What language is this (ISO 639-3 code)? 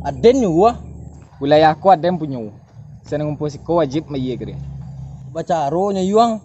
min